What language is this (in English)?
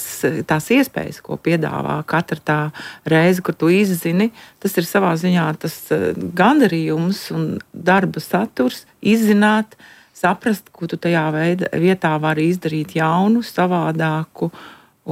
Latvian